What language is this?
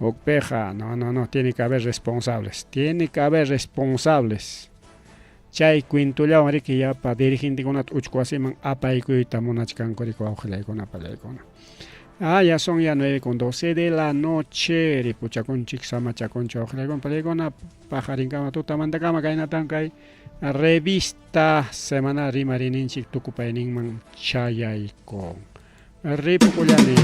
Ayacucho Quechua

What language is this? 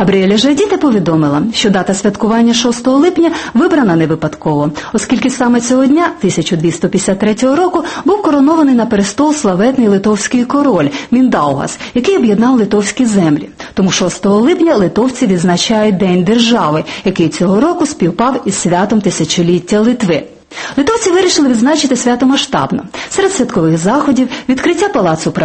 Ukrainian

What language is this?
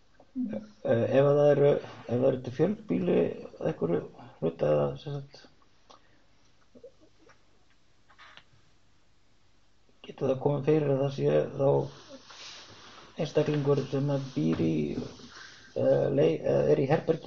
Icelandic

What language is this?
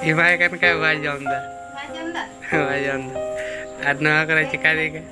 Santali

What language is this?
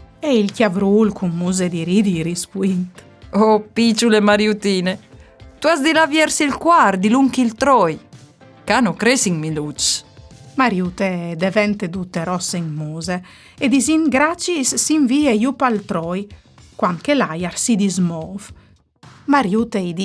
Friulian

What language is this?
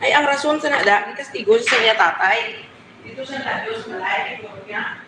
Hiligaynon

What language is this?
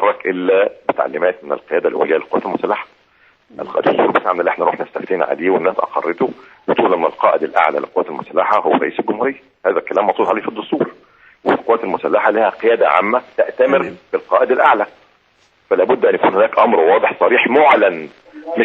Egyptian Arabic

